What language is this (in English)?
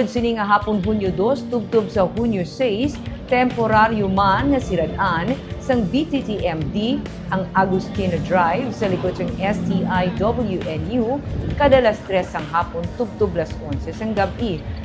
Hiligaynon